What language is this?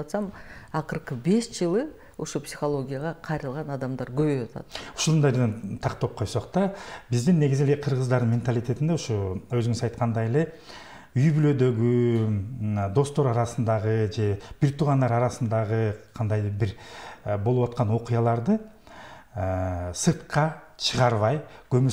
Kyrgyz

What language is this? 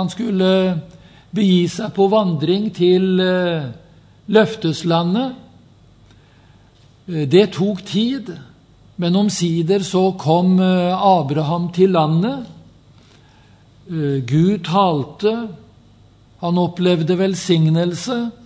Norwegian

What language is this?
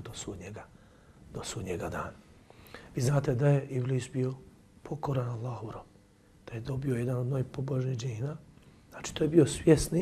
Bosnian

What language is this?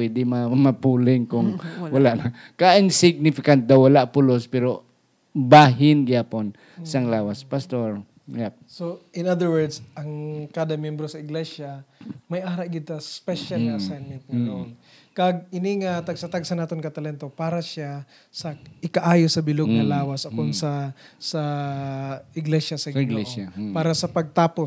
Hiligaynon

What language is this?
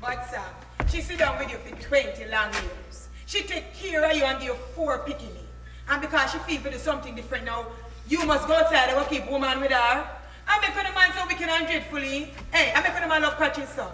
Jamaican Creole English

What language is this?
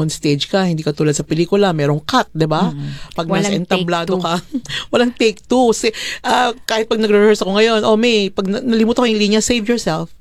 Filipino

